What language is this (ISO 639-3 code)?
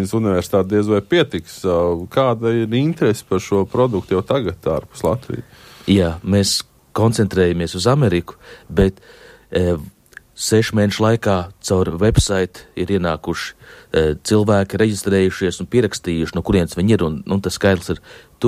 lav